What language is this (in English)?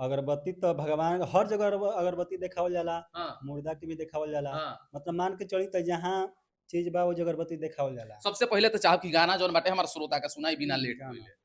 Bhojpuri